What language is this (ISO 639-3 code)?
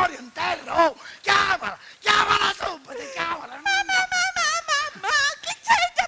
scn